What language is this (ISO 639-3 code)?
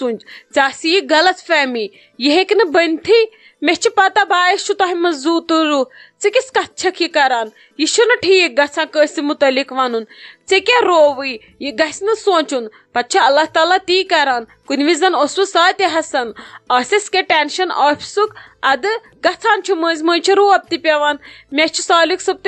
kas